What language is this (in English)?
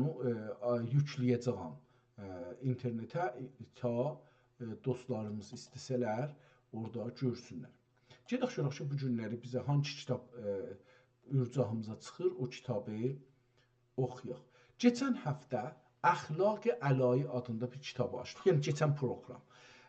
South Azerbaijani